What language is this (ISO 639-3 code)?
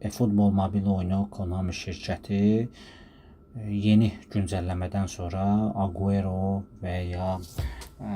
aze